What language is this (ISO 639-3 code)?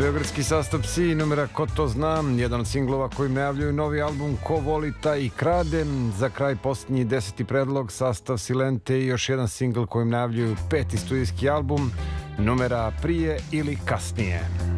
srp